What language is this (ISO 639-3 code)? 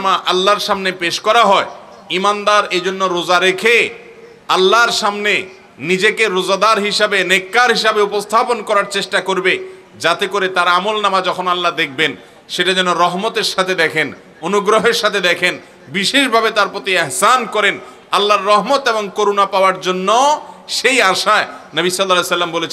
ben